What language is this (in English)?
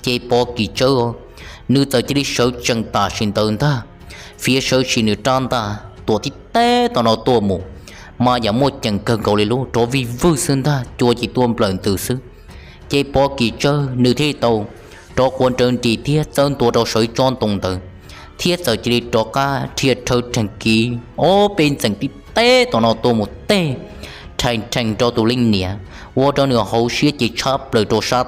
Hmong